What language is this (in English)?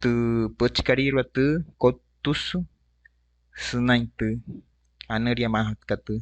Wayuu